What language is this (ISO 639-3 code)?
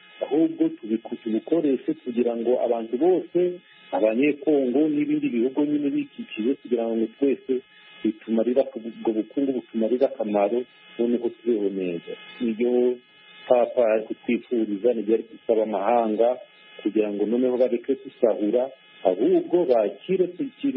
kin